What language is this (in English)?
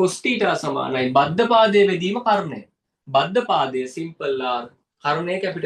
Sinhala